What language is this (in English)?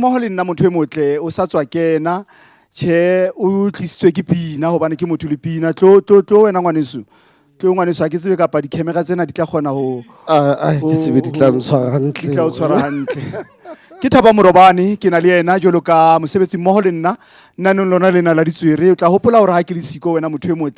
Southern Sotho